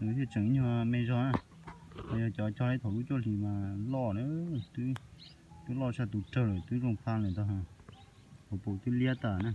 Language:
Hmong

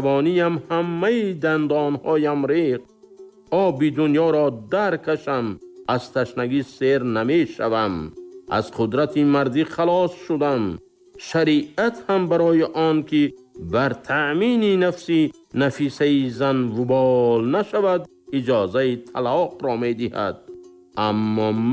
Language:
Tajik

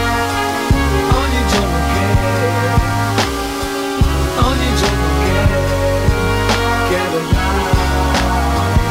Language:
Italian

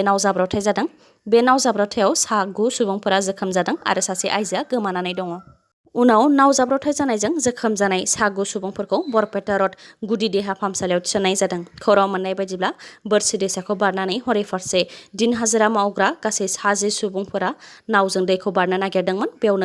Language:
Bodo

